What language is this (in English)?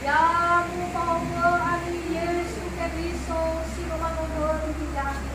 Nias